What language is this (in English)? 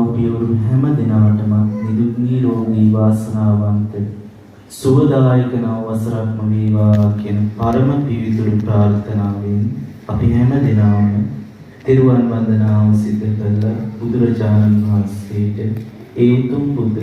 Sinhala